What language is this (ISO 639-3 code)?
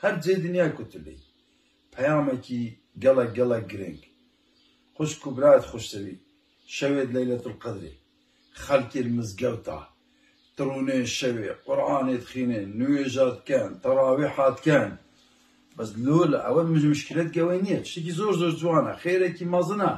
kur